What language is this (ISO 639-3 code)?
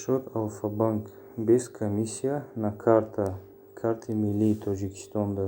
tgk